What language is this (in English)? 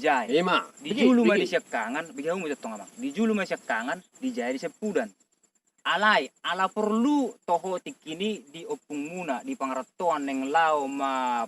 Batak Toba